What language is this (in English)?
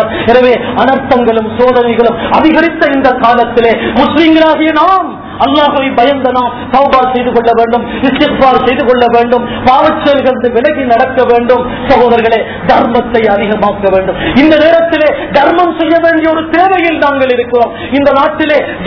Tamil